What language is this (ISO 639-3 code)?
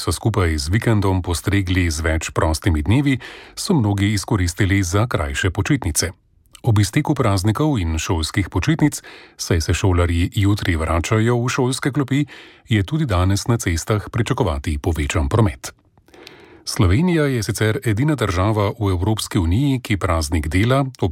slv